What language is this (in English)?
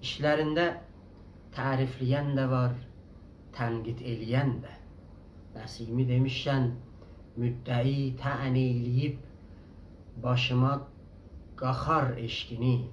South Azerbaijani